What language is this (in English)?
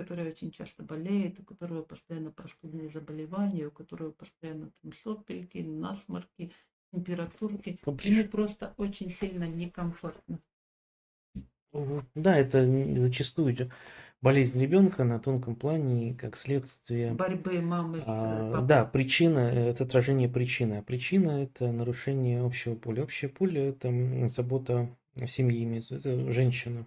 Russian